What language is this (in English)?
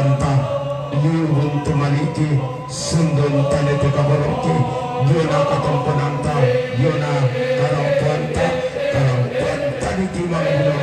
Toraja-Sa'dan